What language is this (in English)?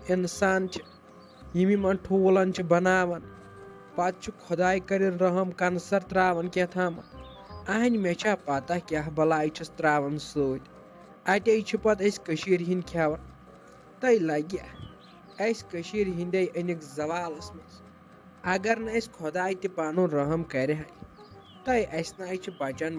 Kashmiri